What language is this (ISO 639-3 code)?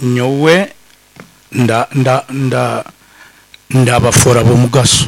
nyn